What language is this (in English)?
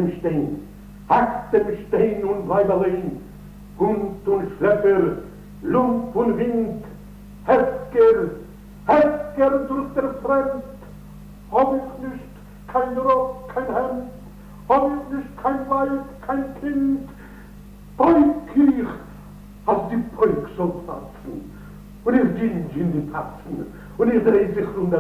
Yiddish